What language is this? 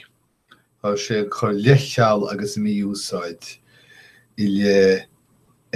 Irish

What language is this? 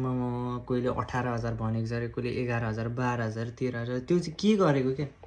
Nepali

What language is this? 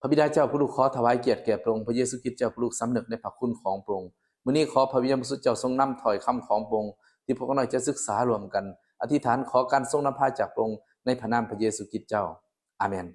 Lao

